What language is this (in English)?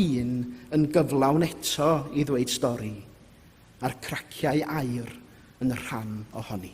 Welsh